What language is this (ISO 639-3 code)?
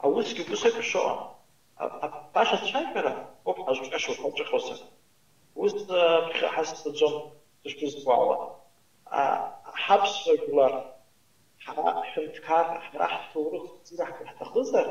abk